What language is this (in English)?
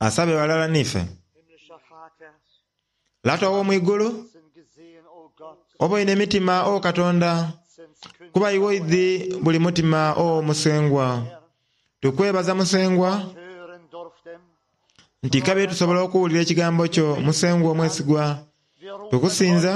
Soga